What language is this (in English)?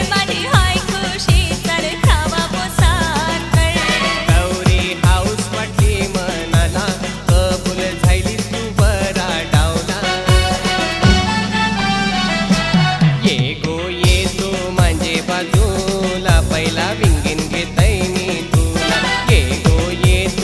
Marathi